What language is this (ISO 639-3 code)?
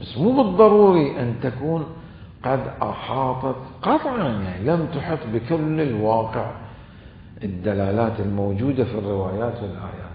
acm